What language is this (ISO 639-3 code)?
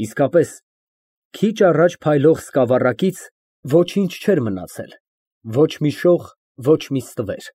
hye